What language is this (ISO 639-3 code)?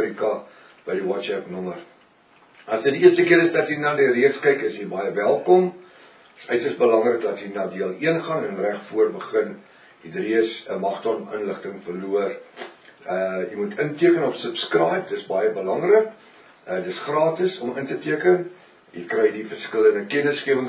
afr